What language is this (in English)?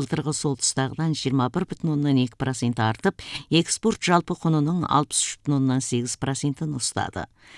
Kazakh